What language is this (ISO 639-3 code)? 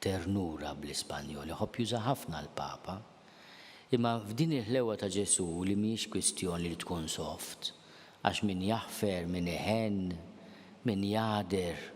mlt